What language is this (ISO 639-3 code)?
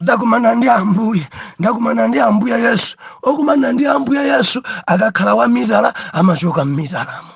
nya